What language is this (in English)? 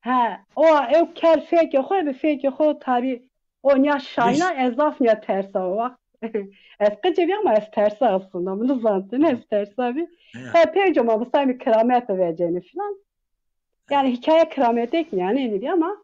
Zaza